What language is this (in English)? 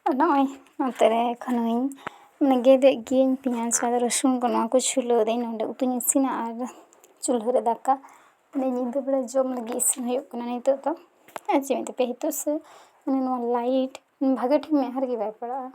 Santali